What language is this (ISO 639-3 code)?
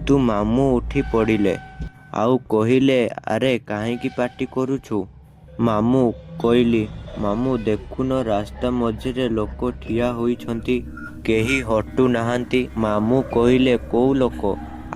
ori